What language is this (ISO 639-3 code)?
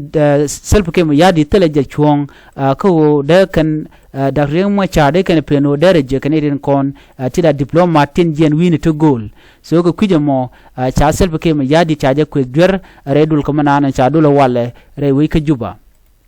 nus